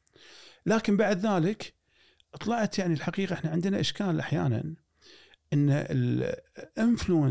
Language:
Gulf Arabic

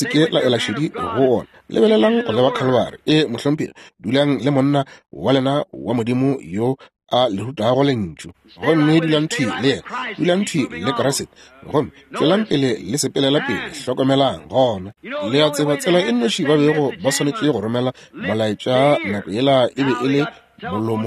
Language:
Northern Sotho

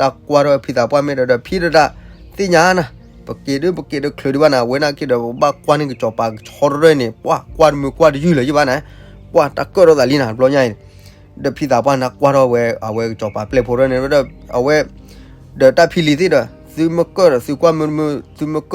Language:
S'gaw Karen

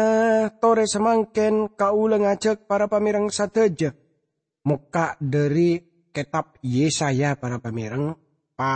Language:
Madurese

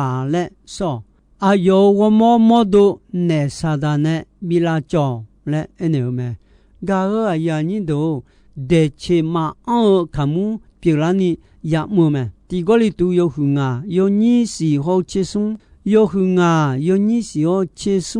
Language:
Akha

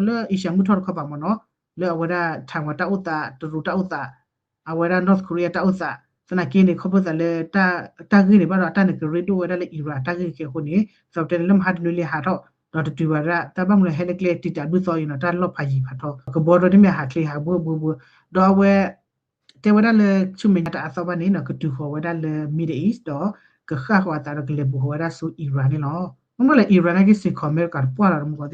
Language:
S'gaw Karen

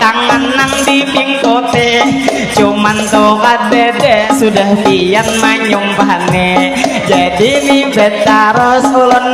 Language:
Banjar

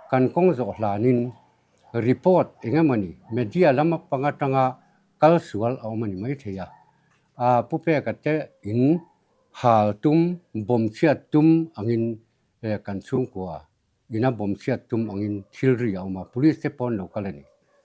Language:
Mizo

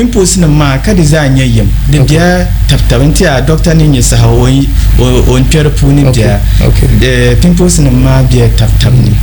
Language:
Dagbani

